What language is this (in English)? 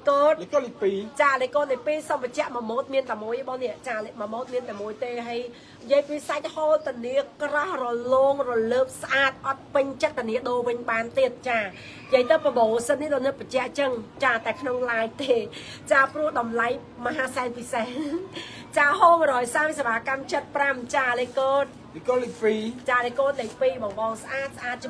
Khmer